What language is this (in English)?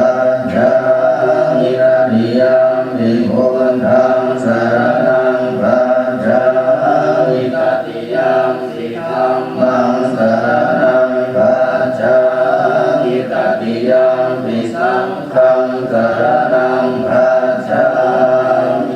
Pali